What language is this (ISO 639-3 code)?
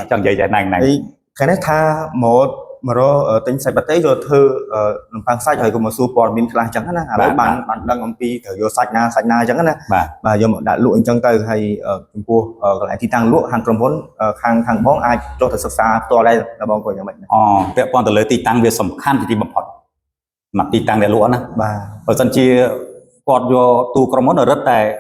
khm